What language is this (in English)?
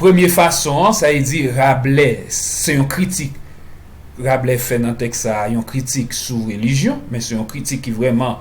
Haitian Creole